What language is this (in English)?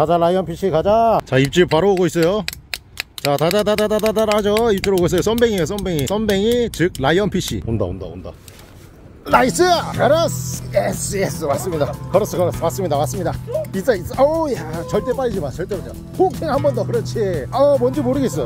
Korean